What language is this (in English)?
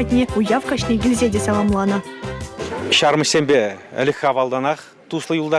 Chuvash